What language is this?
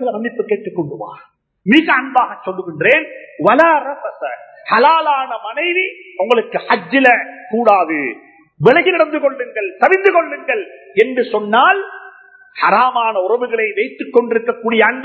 Tamil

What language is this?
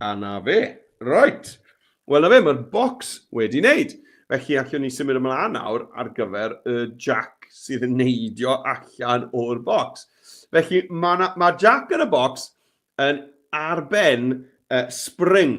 Welsh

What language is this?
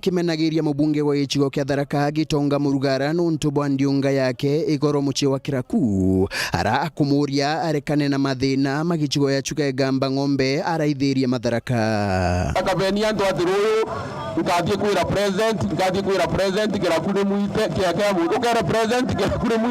Meru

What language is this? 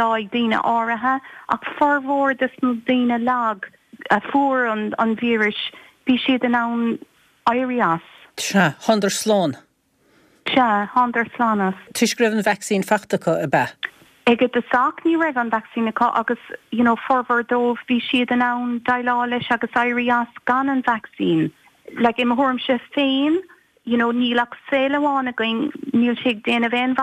Irish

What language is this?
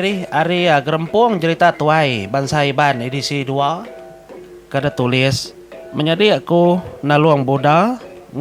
Iban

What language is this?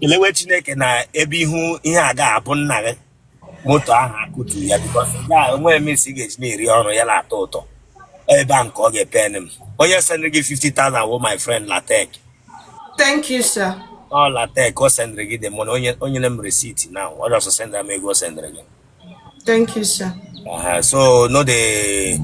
Igbo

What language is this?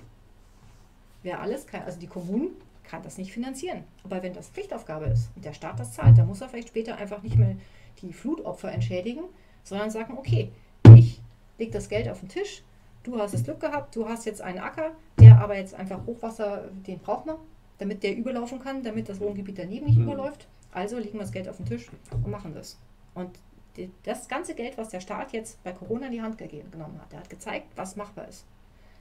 German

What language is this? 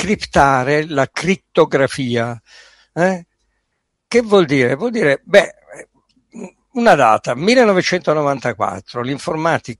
Italian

